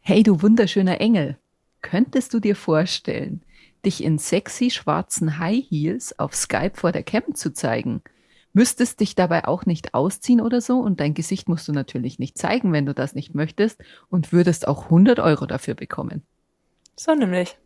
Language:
Bavarian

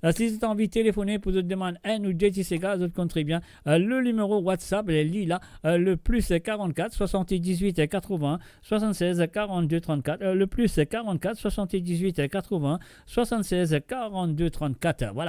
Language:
Morisyen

